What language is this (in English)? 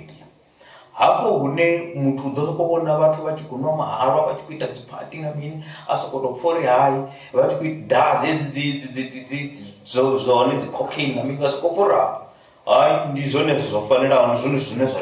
Venda